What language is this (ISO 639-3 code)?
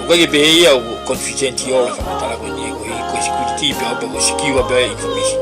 ton